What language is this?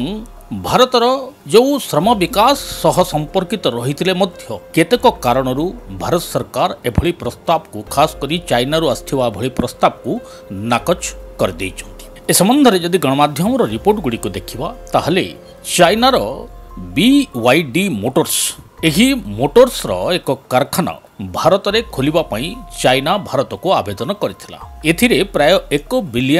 Odia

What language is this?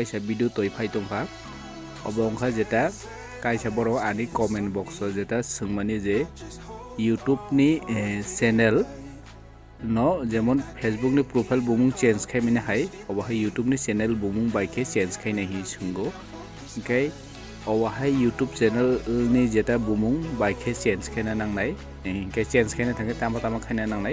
Kok Borok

